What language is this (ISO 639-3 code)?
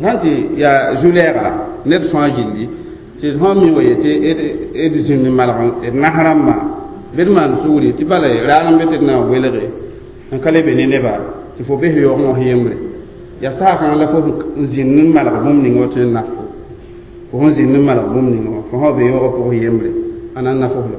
mos